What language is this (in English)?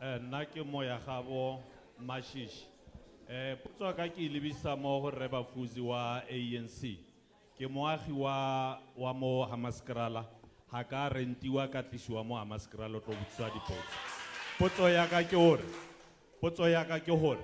Tswana